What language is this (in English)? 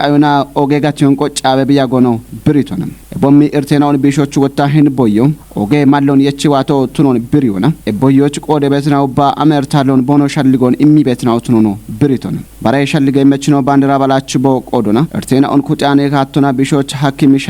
Kafa